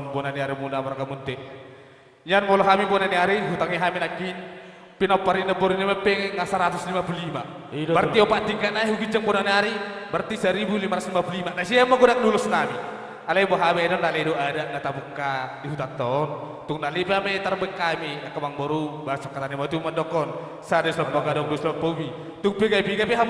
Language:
Batak Toba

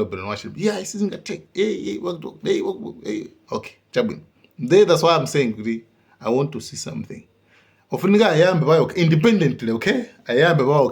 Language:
Nyanja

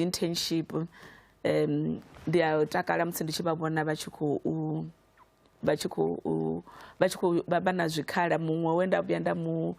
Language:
Venda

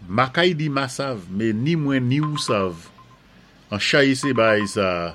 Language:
Saint Lucian Creole French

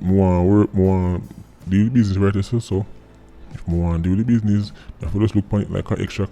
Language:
Jamaican Creole English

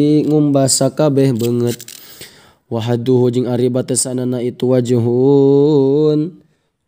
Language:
Sundanese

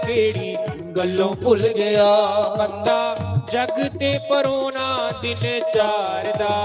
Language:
Dogri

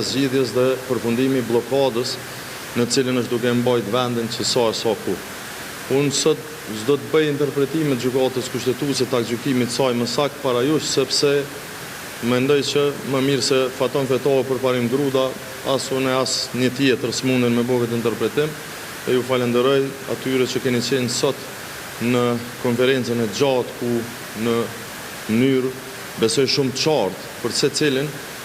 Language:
Albanian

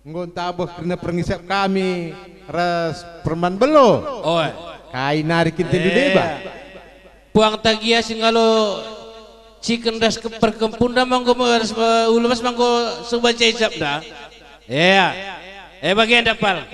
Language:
Batak Karo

